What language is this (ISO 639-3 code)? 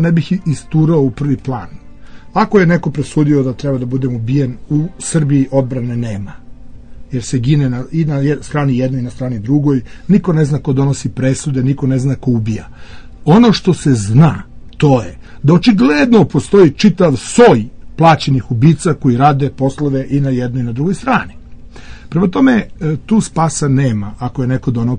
srp